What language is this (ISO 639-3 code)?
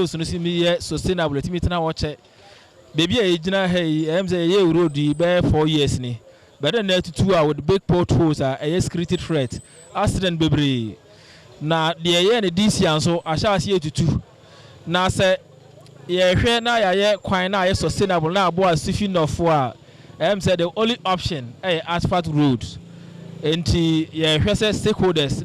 aka